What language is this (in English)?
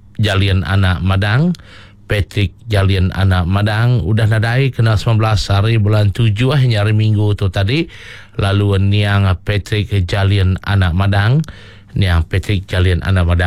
Iban